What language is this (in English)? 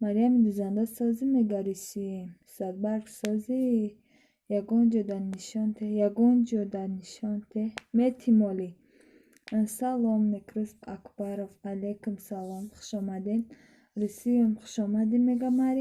Tajik